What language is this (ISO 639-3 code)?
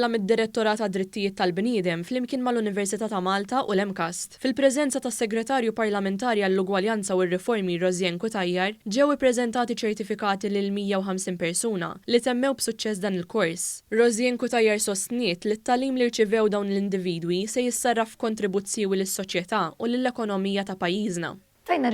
mlt